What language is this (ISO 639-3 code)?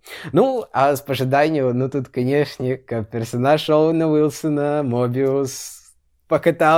bel